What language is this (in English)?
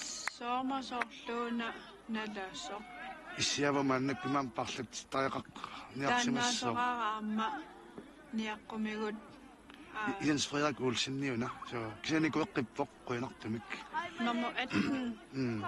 Kalaallisut